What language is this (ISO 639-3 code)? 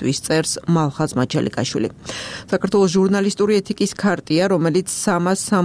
kat